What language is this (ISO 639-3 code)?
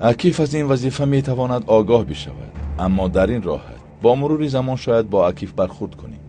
tgk